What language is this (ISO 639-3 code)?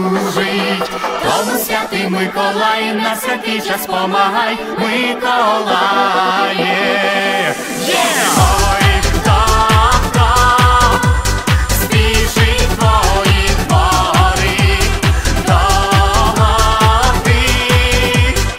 ukr